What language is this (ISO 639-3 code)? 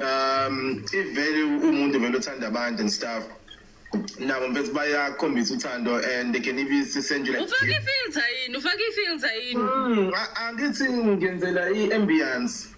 zul